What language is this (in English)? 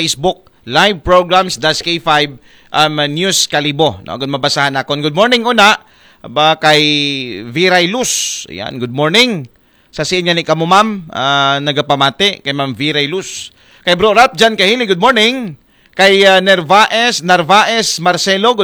Aklanon